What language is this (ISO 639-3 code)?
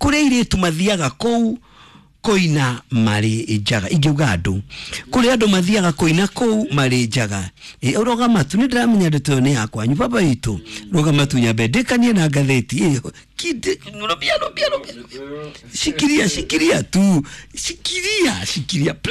kik